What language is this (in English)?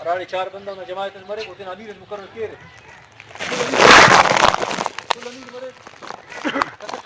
Brahui